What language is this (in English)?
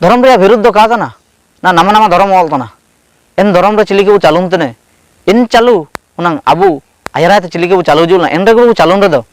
Ho